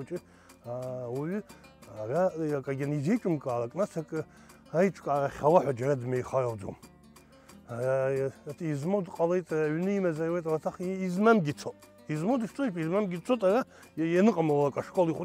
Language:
Abkhazian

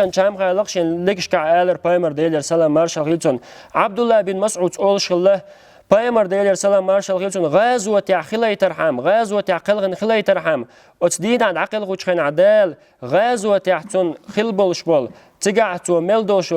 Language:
Chechen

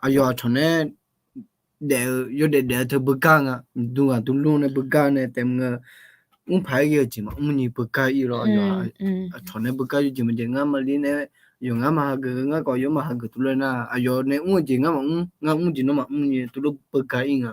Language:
Akha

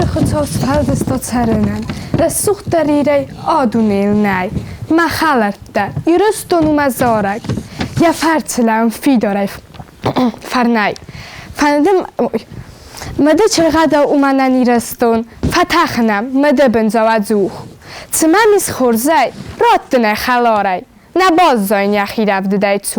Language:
Ossetic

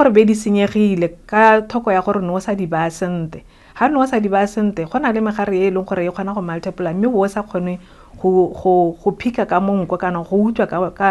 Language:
Tswana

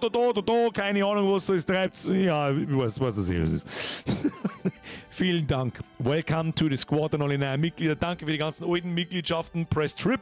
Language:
Bavarian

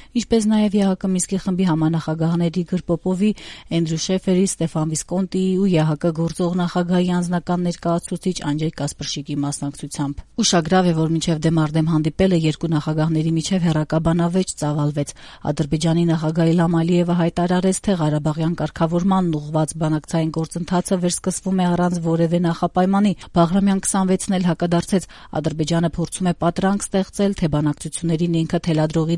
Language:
Armenian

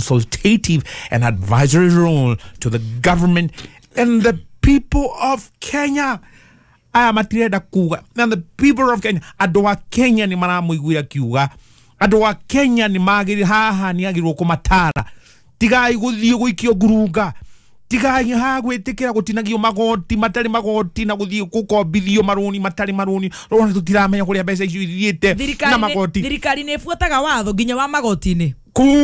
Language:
Kikuyu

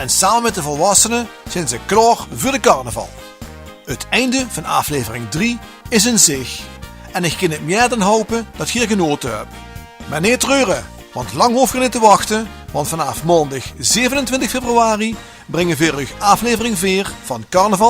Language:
Limburgish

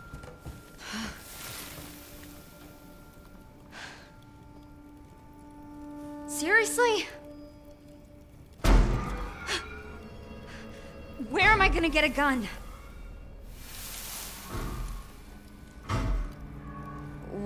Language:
English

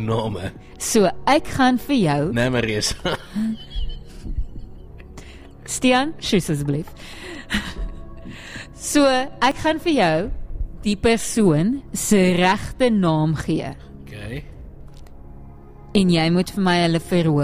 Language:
Afrikaans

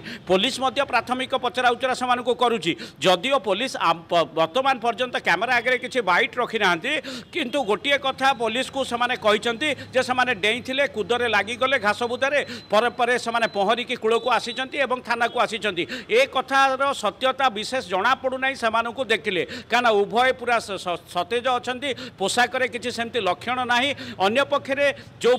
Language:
Odia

